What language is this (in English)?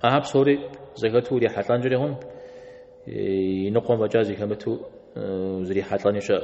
Kabardian